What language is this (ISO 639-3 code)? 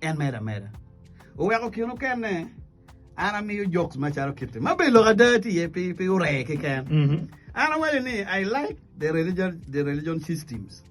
ach